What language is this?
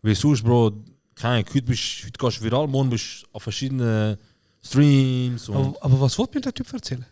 Swiss German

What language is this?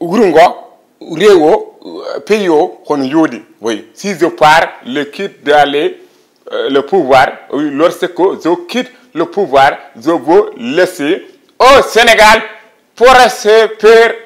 Fula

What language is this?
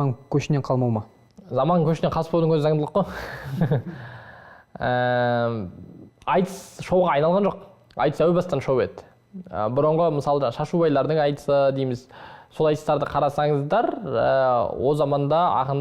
Kazakh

